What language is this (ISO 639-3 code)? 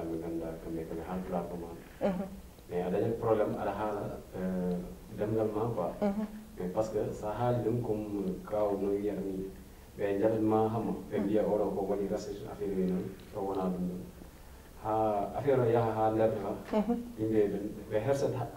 ful